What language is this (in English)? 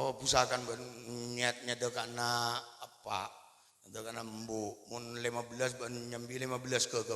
Madurese